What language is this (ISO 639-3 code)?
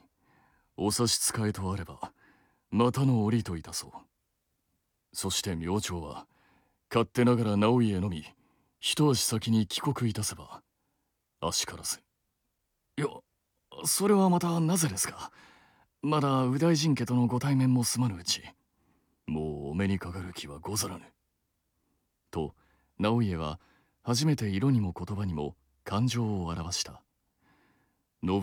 jpn